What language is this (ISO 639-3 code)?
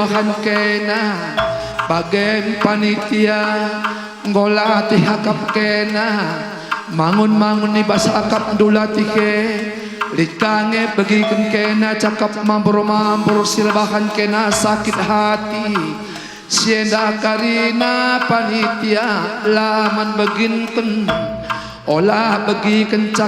btx